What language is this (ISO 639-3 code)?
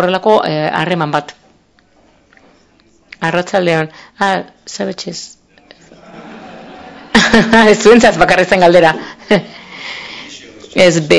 eus